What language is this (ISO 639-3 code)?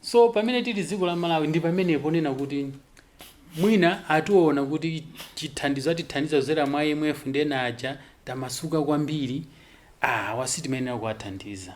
nya